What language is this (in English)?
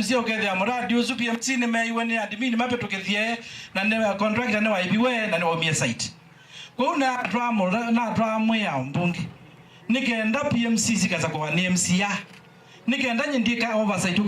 Kamba